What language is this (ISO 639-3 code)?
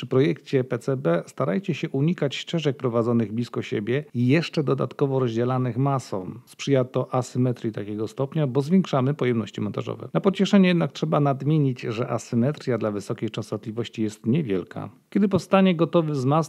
pol